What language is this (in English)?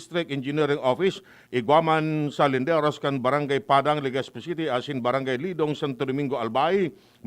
Bikol